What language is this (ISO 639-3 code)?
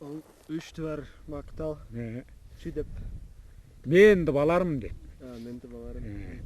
tyv